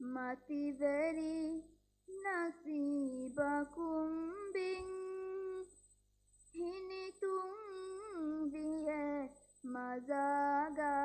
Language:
Divehi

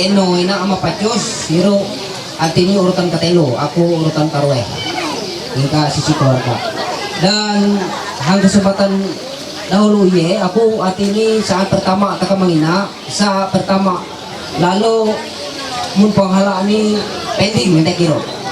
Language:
Ma'anyan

